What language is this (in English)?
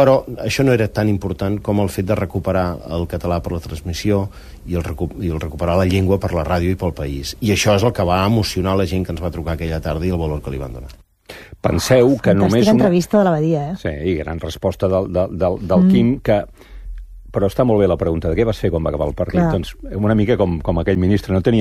Catalan